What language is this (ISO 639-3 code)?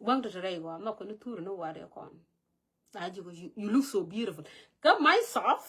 nus